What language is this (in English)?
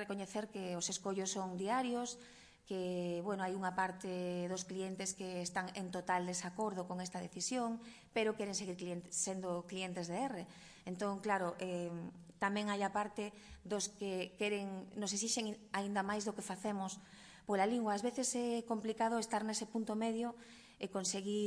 Galician